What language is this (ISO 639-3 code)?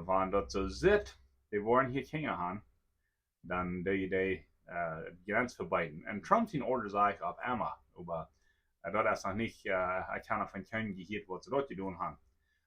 pdt